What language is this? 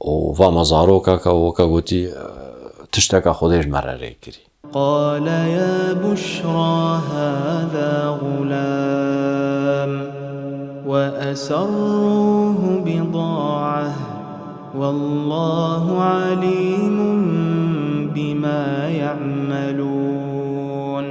Kurdish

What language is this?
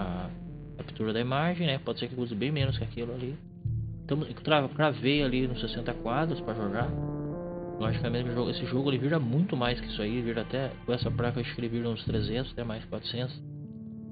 Portuguese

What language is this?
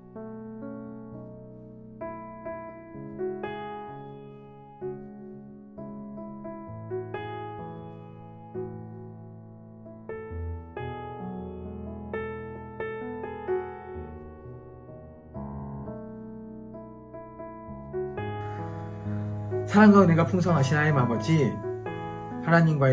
Korean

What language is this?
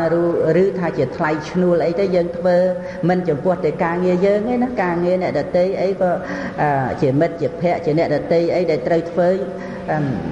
Khmer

